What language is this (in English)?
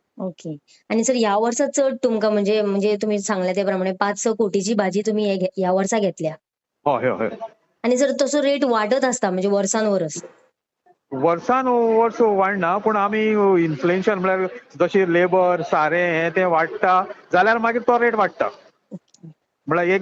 Konkani